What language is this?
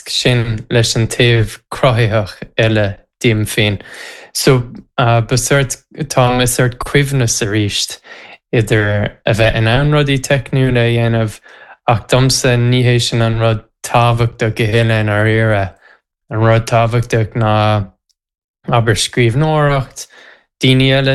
Irish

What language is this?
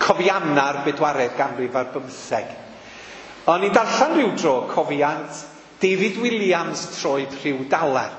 Welsh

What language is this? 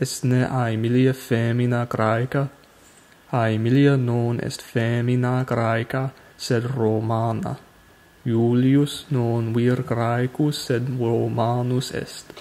Latin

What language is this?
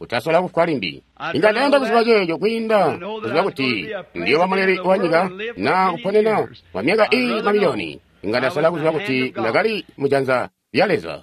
Tonga (Zambia)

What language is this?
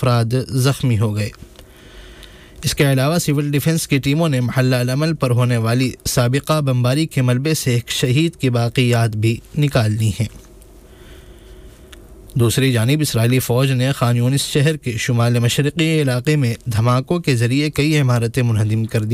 Urdu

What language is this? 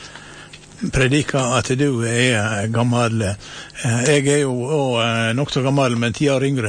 Norwegian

